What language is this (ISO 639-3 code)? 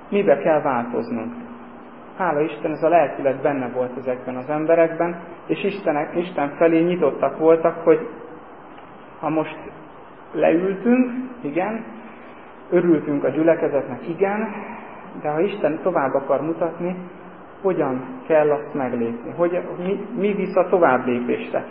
hun